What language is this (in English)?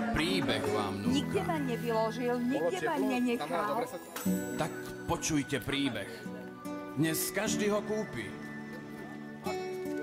Slovak